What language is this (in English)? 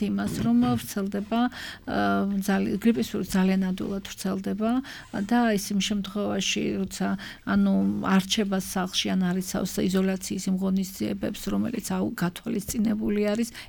Georgian